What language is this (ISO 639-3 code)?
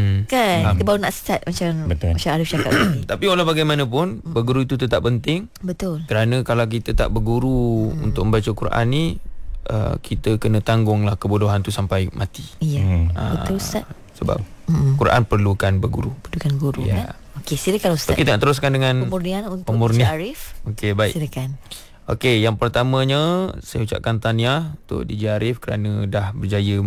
msa